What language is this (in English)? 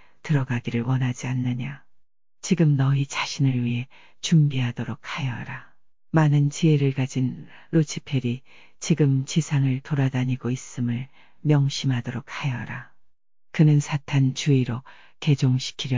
Korean